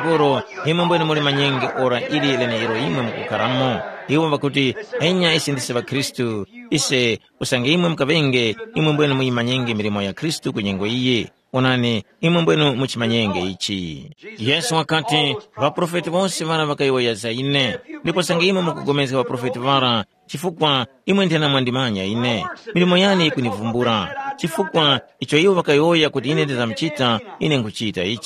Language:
Tumbuka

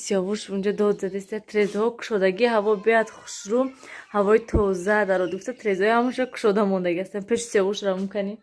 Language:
Tajik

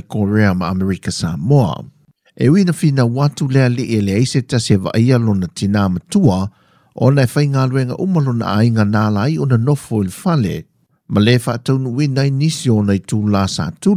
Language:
Samoan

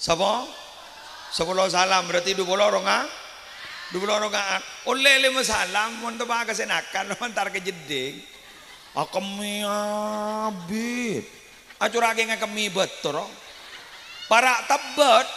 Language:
Madurese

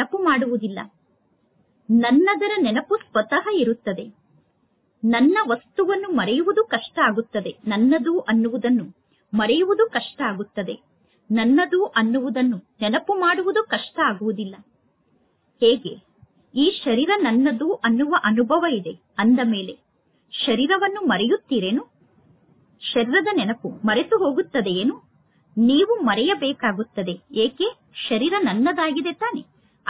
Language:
Kannada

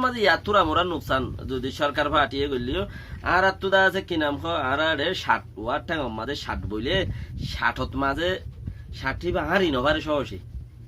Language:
Rohingya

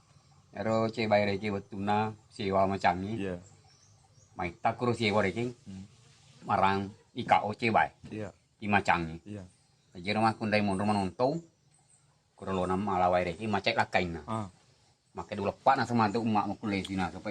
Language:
Buginese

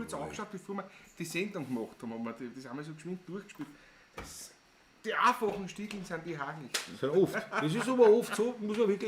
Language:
Bavarian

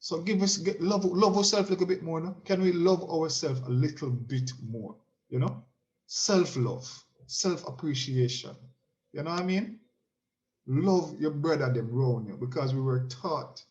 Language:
Jamaican Creole English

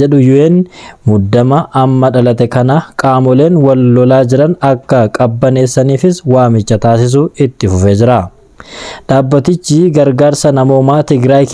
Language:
Oromo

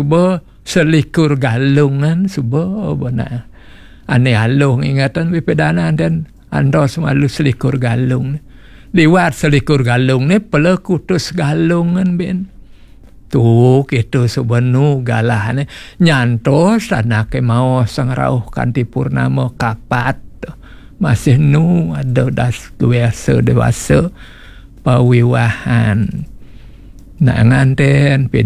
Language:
Balinese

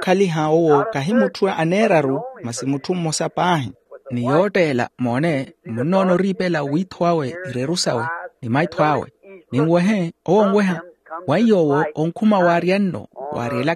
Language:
Makhuwa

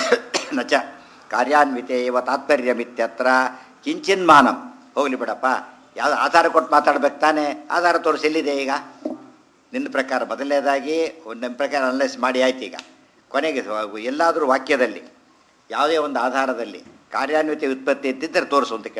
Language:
Kannada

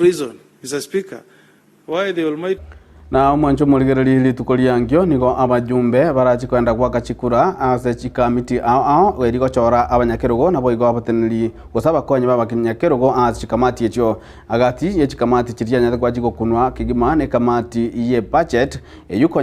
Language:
Gusii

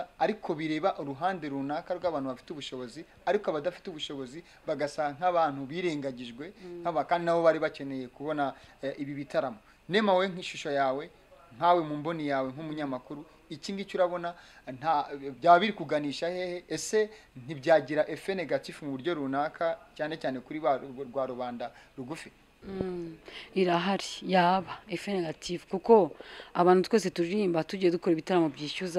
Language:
Kinyarwanda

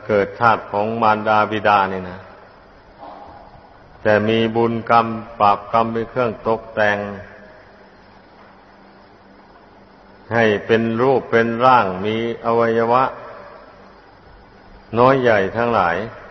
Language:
Thai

